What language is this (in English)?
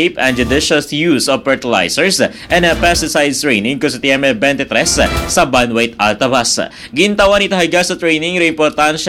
Aklanon